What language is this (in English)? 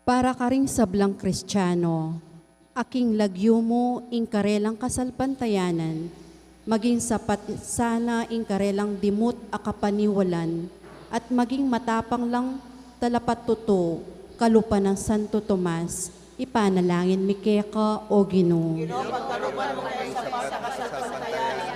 Pampanga